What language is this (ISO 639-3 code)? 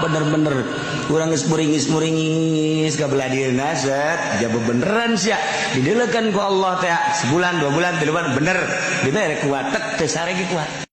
sun